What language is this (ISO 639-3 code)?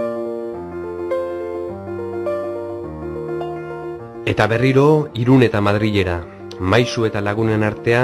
eus